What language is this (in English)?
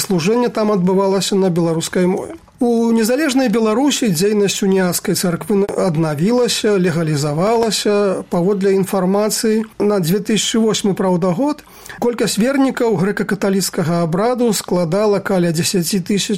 Belarusian